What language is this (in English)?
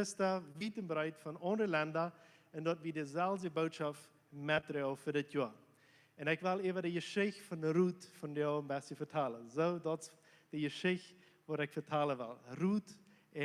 Plautdietsch